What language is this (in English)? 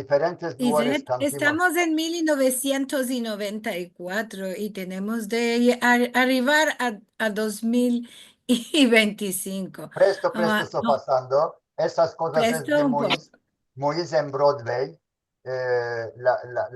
Ladino